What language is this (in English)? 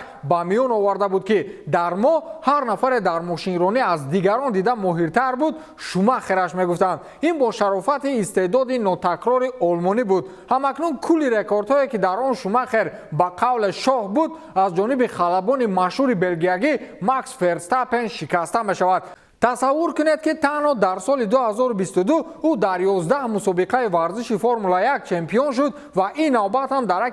Tajik